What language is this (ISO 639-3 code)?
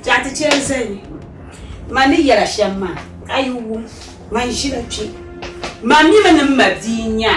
dag